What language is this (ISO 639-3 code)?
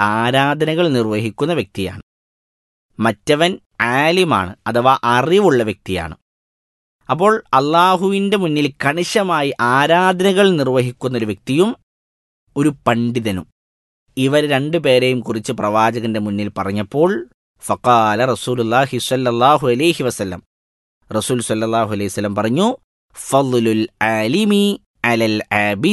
mal